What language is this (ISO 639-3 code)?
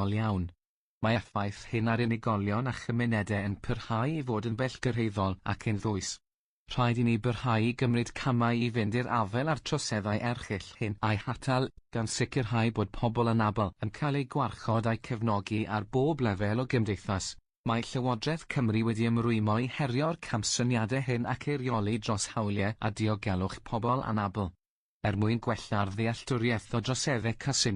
cym